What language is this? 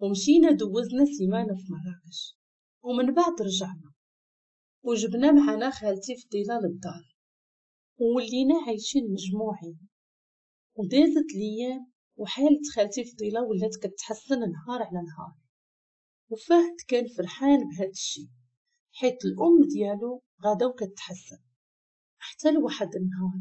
Moroccan Arabic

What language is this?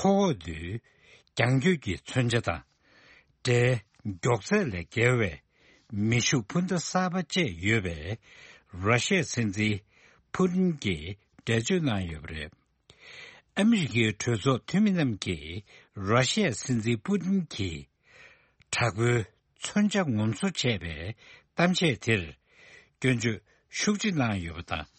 Tibetan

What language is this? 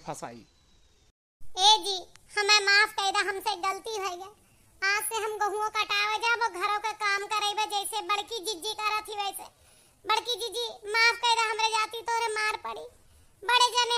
Awadhi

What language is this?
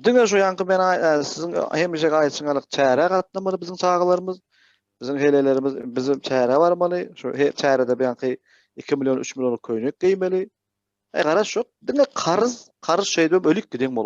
Turkmen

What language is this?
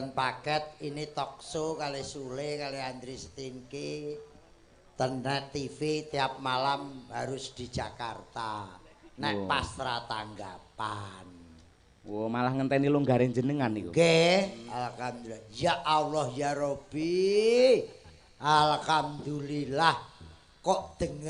Javanese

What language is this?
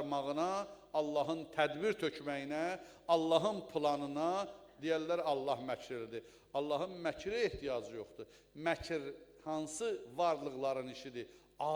Azerbaijani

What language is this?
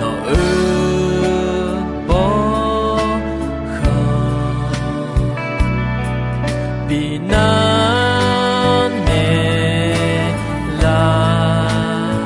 Akha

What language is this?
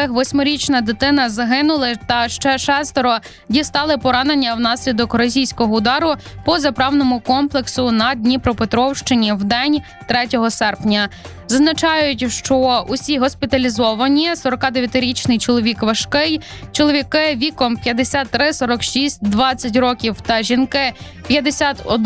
Ukrainian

